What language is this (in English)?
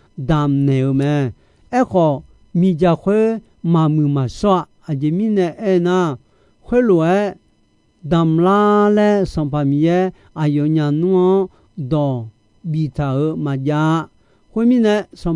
Akha